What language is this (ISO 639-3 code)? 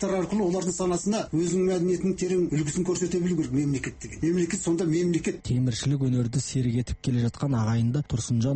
kaz